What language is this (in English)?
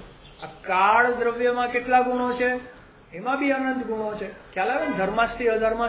Gujarati